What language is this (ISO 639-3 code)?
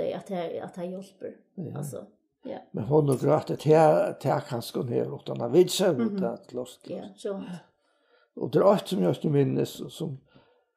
fao